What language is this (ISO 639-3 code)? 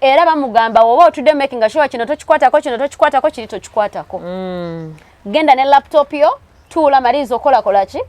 lug